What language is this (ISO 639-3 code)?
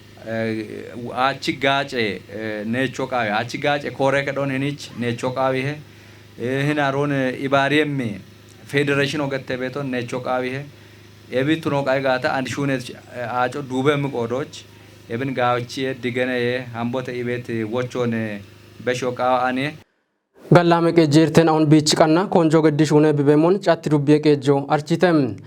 kbr